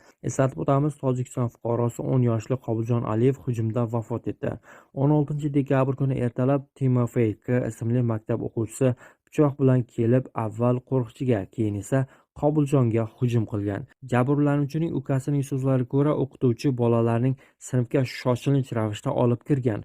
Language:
Uzbek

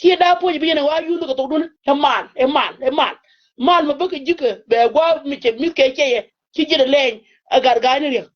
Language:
Nuer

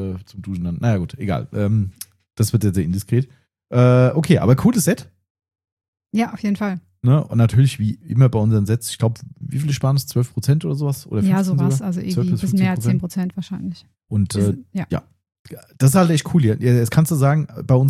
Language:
German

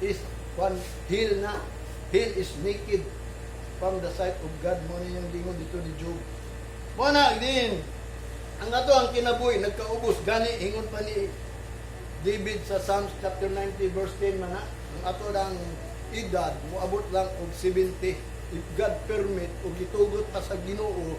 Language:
Cebuano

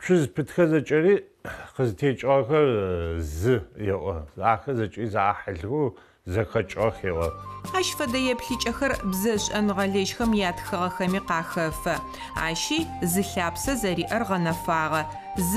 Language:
Adyghe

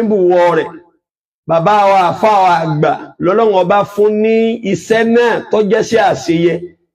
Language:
Yoruba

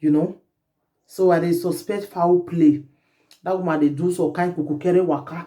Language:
Nigerian Pidgin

